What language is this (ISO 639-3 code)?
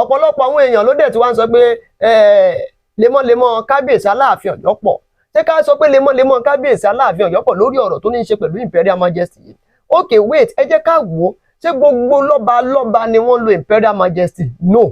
yor